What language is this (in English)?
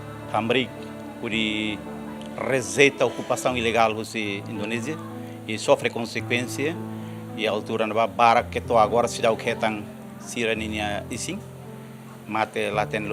Tetum